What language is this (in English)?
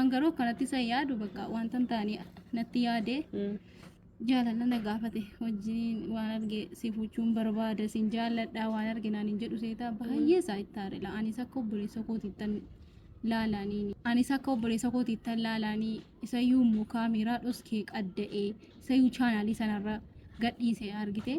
Oromo